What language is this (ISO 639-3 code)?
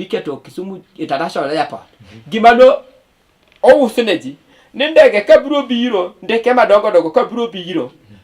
luo